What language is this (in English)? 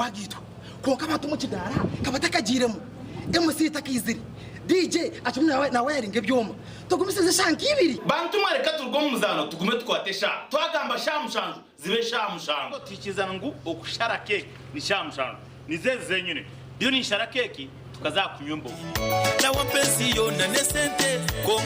Nyankole